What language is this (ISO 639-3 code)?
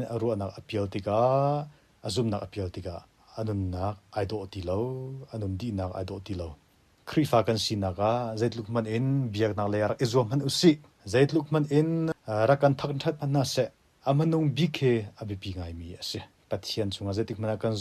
cnh